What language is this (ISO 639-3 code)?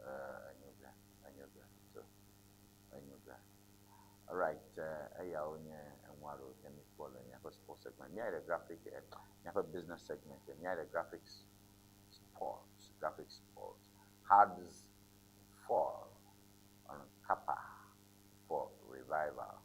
ewe